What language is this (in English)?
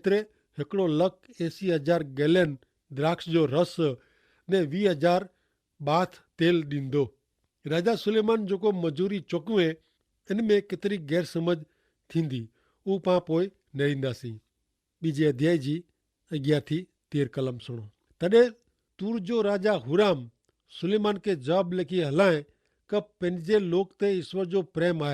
Kachhi